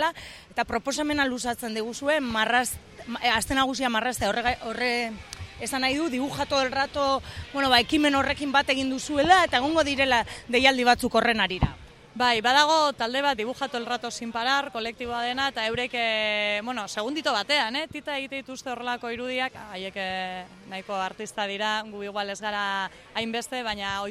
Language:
Basque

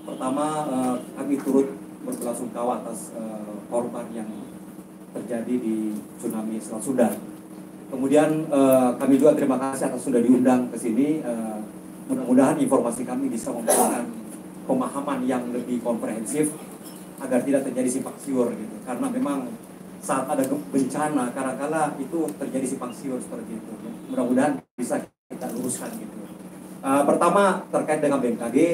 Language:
Indonesian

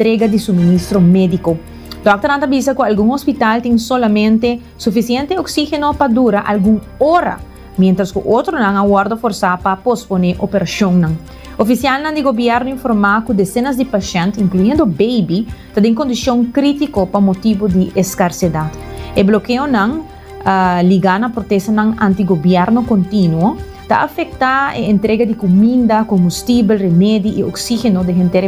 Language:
Papiamento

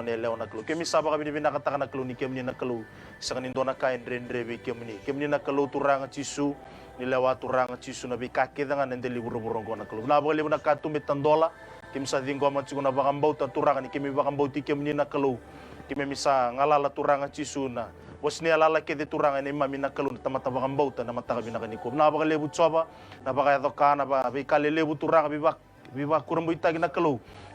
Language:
Fijian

